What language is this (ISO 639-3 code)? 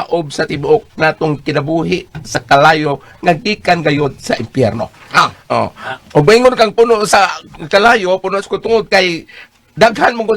ceb